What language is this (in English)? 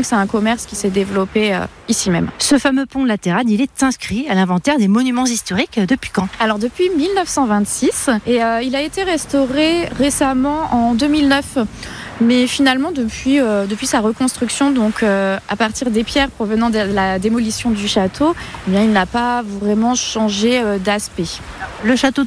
French